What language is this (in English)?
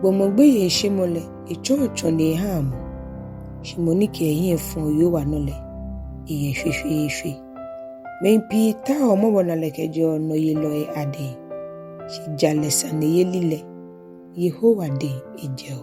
Ga